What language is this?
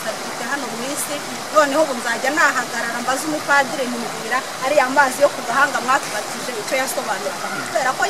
Kinyarwanda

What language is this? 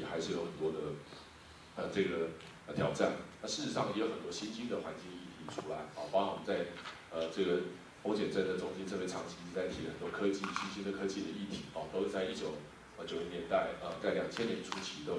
Chinese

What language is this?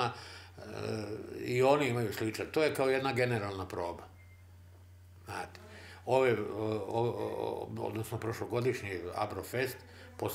Serbian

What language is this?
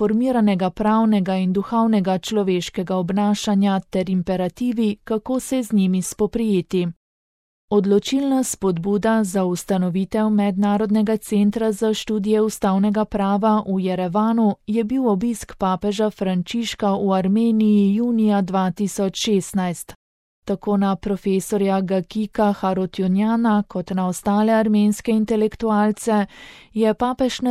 Slovenian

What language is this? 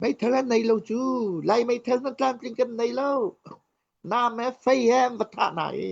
Hakha Chin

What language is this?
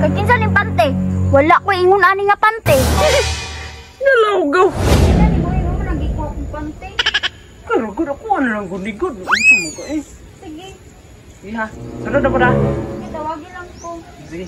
Cebuano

